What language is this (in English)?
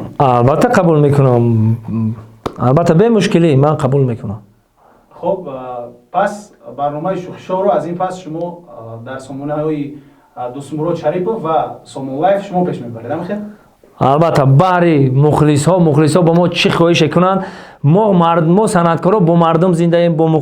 Tajik